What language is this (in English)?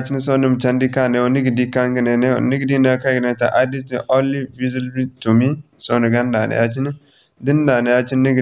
Zarma